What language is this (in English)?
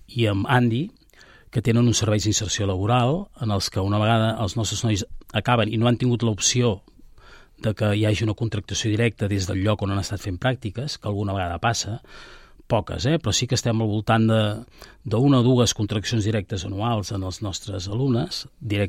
Catalan